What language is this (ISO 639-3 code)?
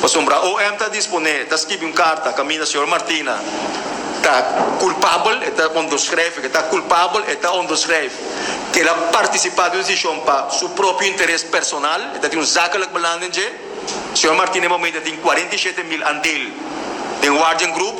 pap